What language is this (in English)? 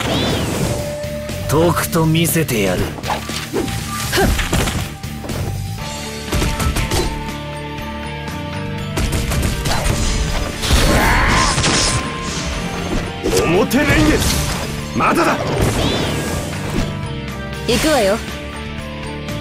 Japanese